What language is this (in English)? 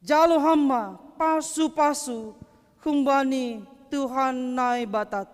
Batak Simalungun